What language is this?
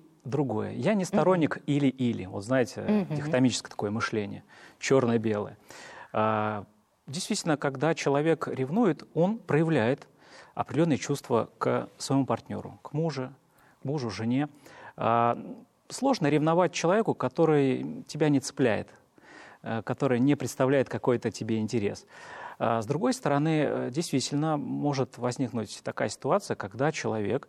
Russian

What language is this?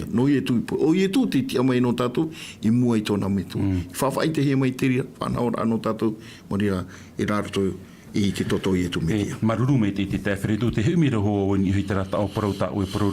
Tahitian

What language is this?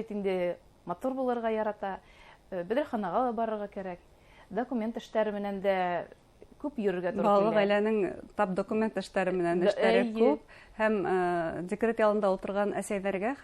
Bashkir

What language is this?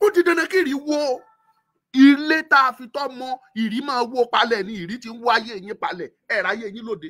Yoruba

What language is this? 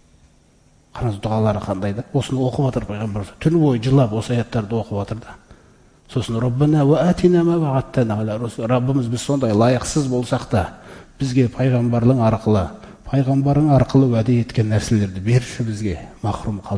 Kazakh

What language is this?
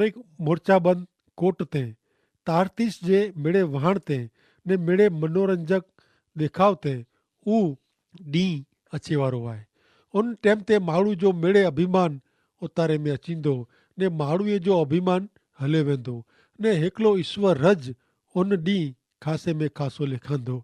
Kachhi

